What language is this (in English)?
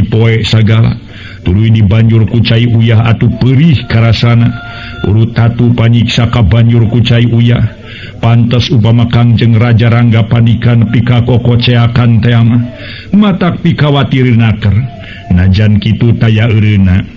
Sundanese